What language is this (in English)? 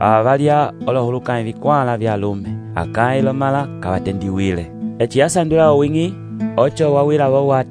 Umbundu